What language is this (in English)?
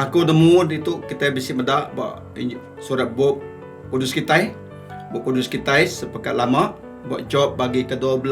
Iban